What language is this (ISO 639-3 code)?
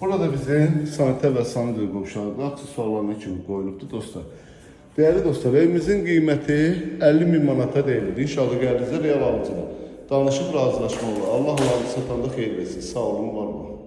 aze